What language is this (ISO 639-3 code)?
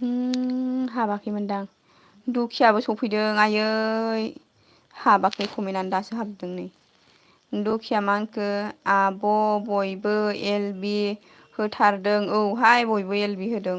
brx